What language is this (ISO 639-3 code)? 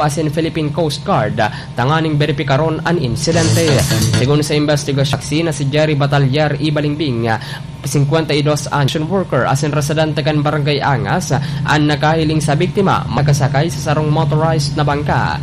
bik